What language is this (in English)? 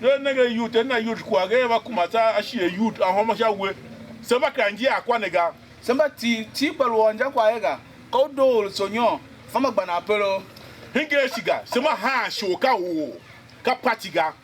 Tiv